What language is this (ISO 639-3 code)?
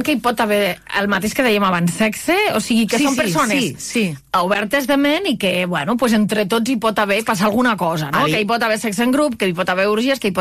cat